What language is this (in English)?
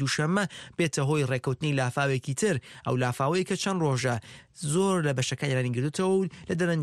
Central Kurdish